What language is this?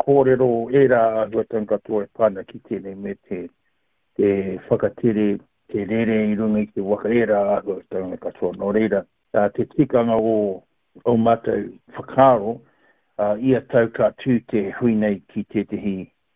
Māori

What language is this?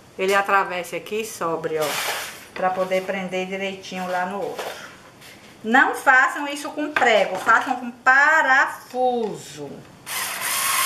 Portuguese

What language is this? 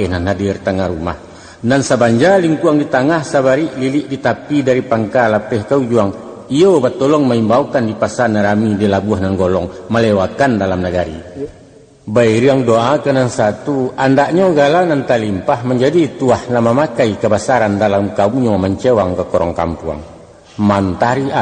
Minangkabau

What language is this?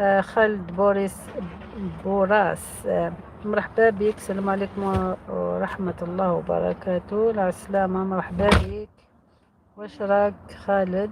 Algerian Arabic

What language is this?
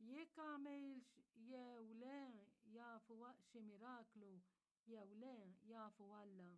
Maltese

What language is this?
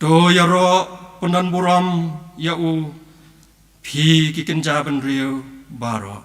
Khasi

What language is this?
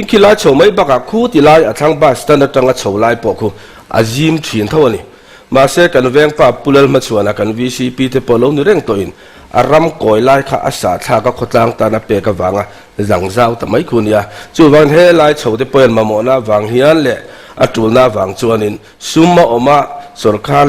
Mizo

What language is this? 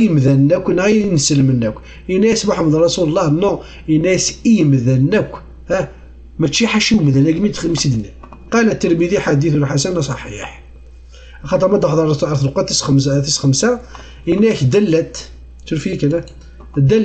Kabyle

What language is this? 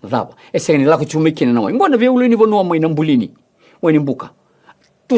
Fijian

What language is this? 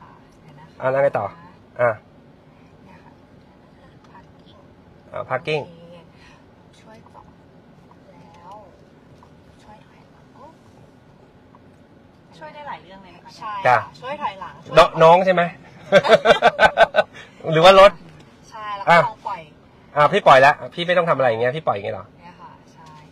Thai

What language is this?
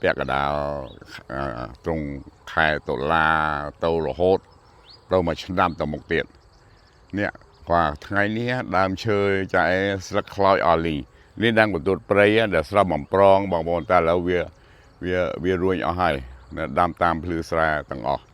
Khmer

